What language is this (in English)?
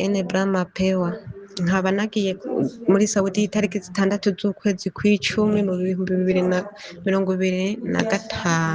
Rundi